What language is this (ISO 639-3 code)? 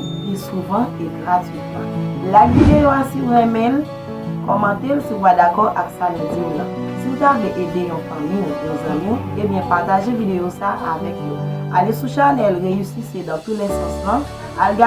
hat